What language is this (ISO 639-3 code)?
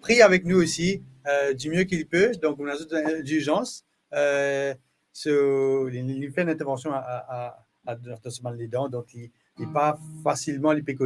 mfe